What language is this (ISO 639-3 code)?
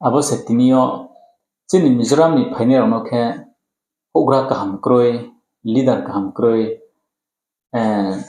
ria